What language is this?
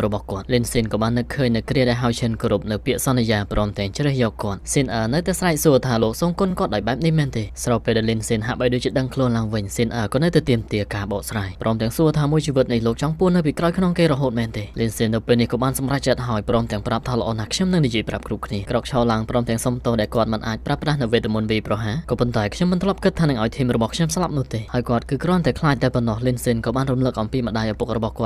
Khmer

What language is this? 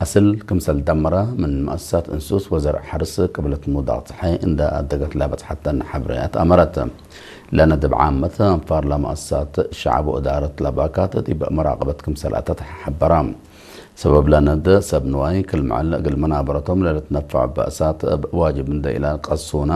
Tigre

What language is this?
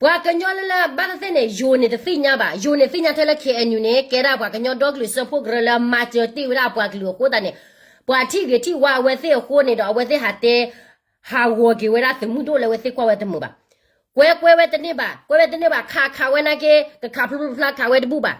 S'gaw Karen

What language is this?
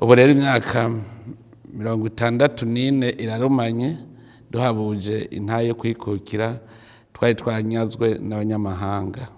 Rundi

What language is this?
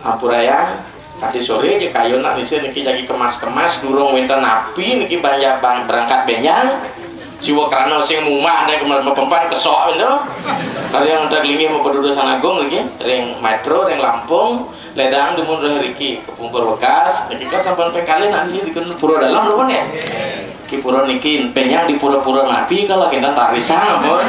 Balinese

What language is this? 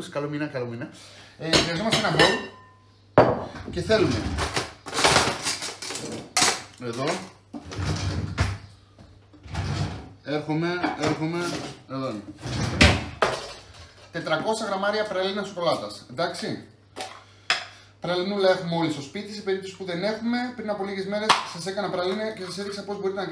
Greek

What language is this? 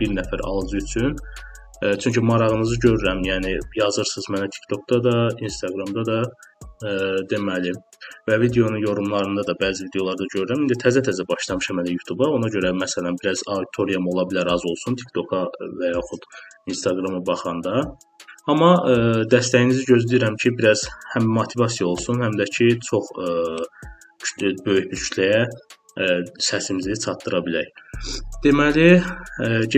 Azerbaijani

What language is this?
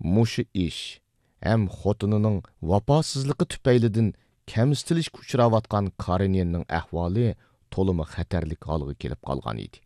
Uyghur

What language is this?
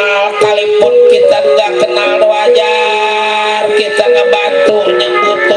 Betawi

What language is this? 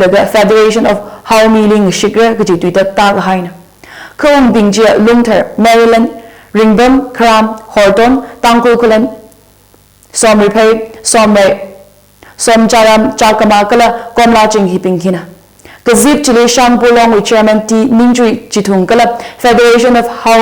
Tangkhul Naga (India)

